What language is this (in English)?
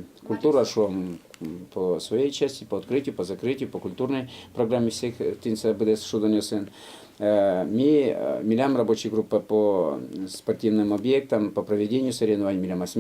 Udmurt